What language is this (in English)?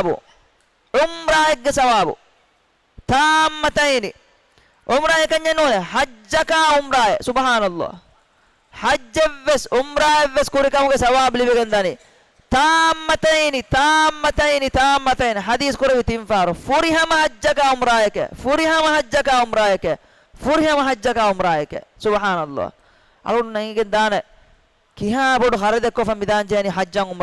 Divehi